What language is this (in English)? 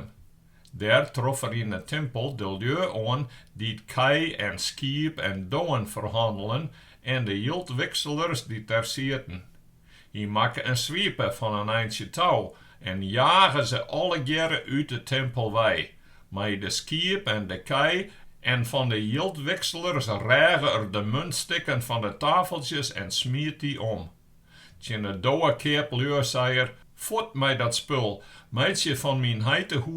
Western Frisian